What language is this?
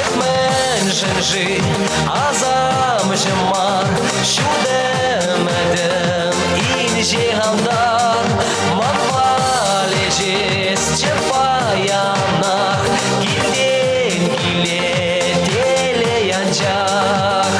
Chuvash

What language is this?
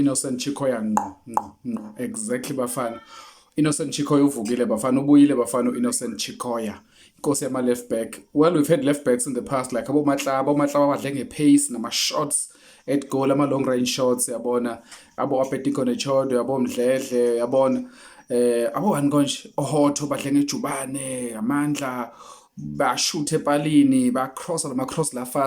Zulu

